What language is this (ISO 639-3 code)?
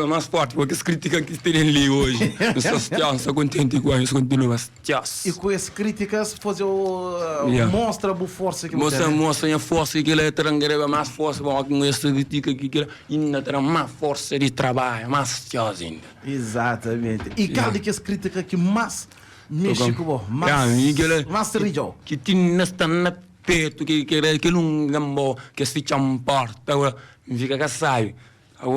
kea